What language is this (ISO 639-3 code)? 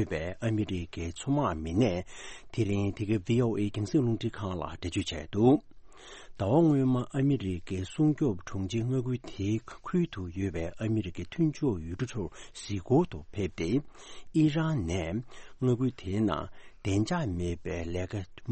bod